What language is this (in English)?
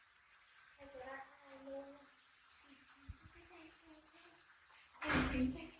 Vietnamese